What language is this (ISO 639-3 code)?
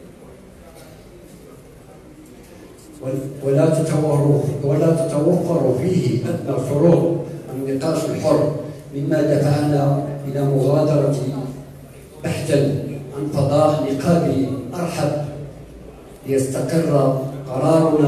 ara